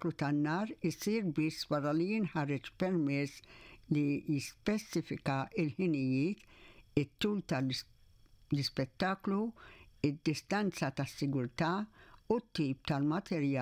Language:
Maltese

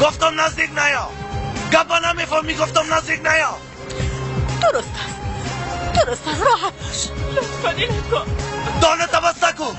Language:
Persian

